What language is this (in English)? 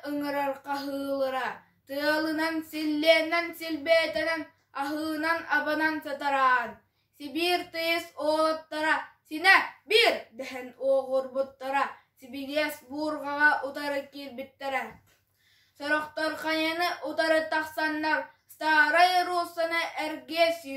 Yakut